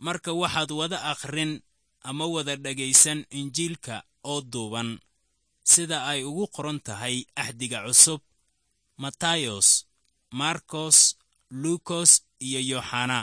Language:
Somali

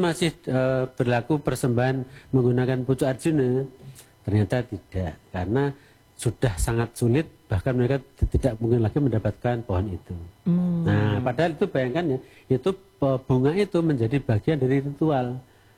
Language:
Indonesian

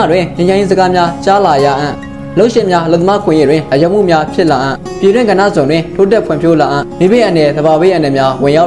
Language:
Burmese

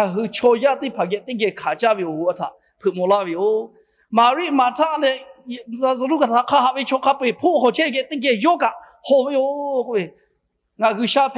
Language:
Lahu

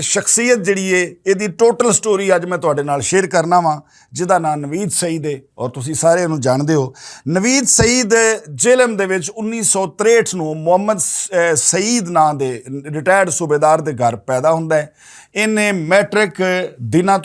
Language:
Western Panjabi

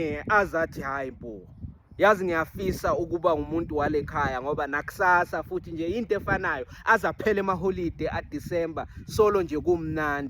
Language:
Zulu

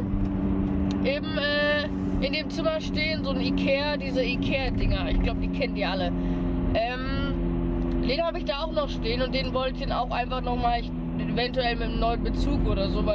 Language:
German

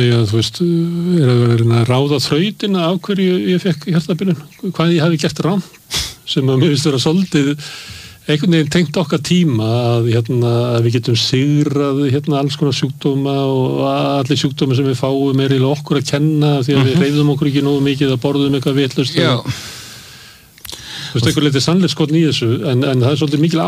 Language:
Icelandic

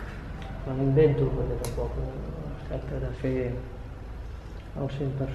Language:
Catalan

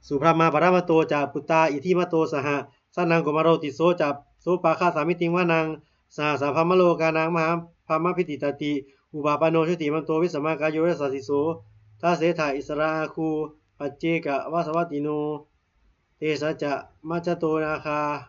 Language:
Pali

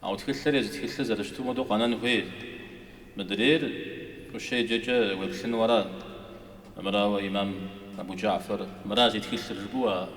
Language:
Kabardian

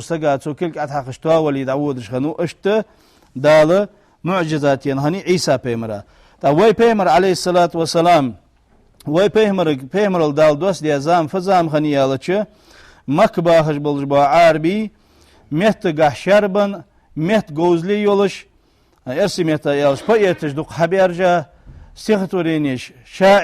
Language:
Ingush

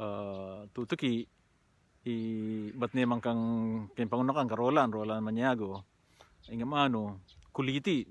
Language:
Pampanga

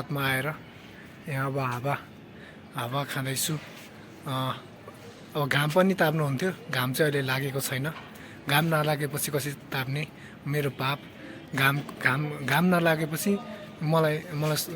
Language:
Nepali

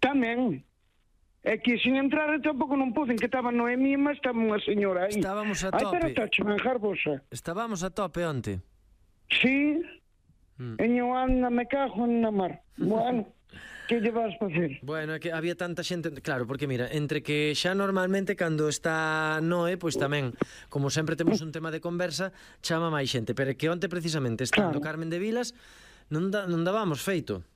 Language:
Galician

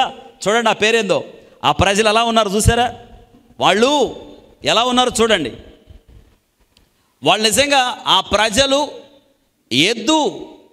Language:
Telugu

